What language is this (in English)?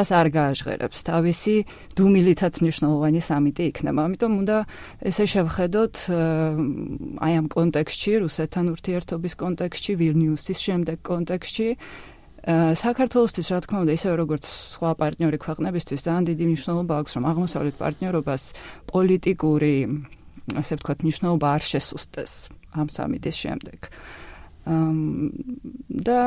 Georgian